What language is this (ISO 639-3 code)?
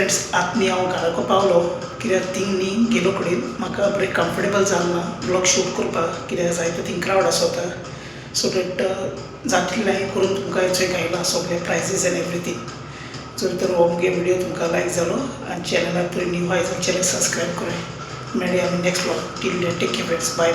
kok